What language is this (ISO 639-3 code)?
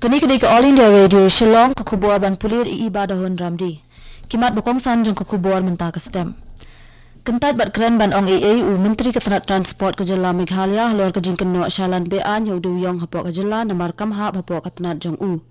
kha